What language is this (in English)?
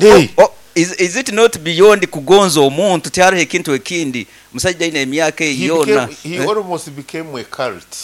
Nyoro